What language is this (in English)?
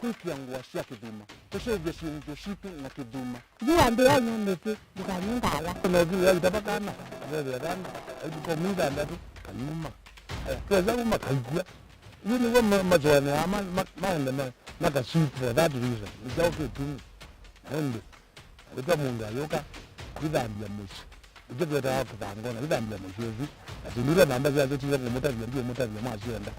Kamba